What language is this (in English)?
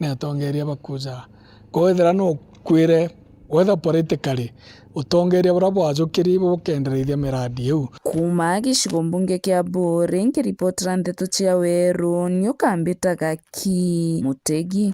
Meru